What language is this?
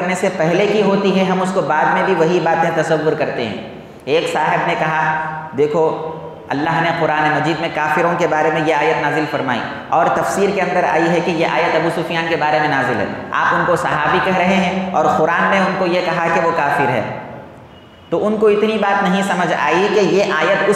Urdu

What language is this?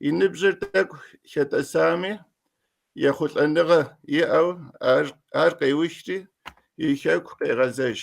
Kabardian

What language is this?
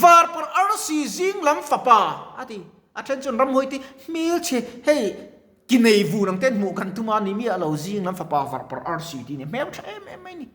Mizo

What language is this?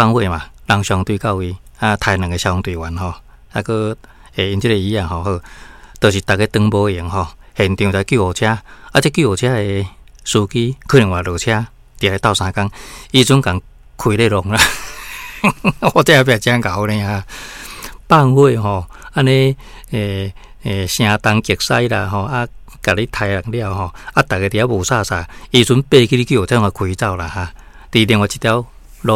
Min Nan Chinese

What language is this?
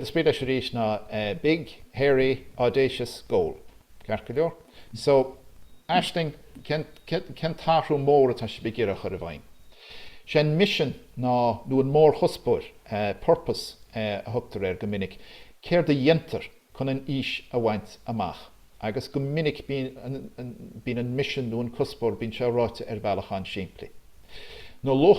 Irish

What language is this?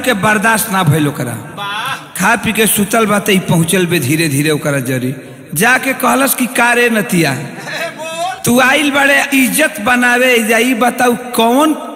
Bhojpuri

